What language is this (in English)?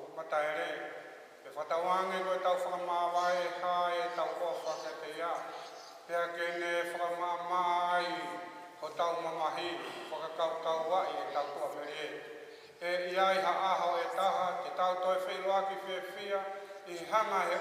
Tongan